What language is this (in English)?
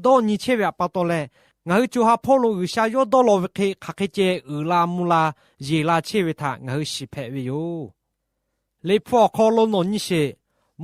Lahu